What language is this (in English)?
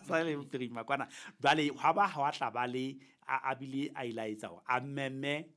Southern Sotho